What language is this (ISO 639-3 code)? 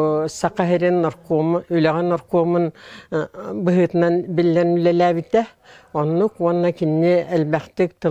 sah